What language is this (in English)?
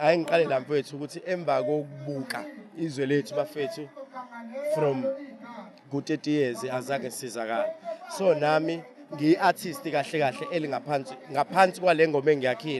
Zulu